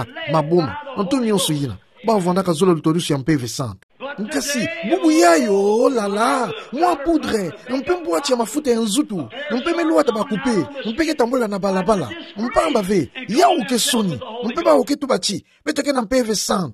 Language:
Kituba (Democratic Republic of Congo)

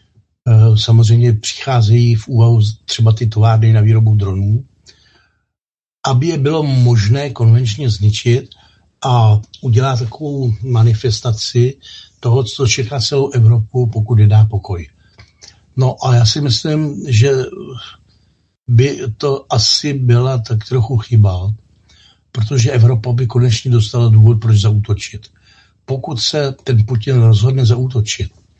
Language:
Czech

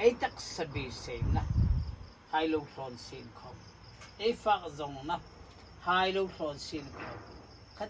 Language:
Hmar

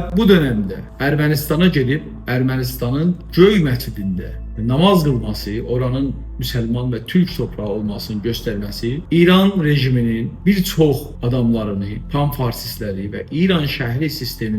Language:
South Azerbaijani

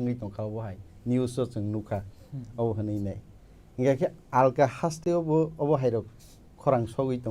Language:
Kok Borok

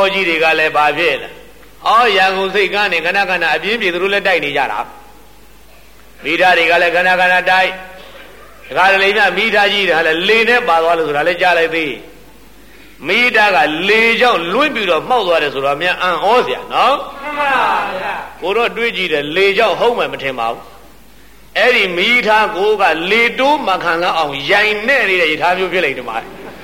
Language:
Burmese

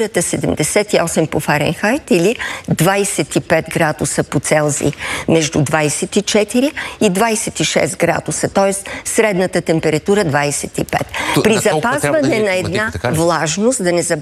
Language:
Bulgarian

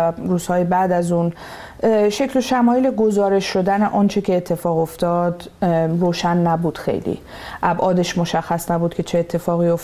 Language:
Persian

